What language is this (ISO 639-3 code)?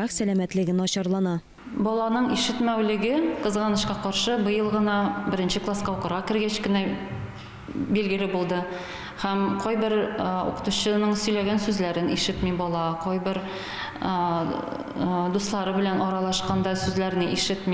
tat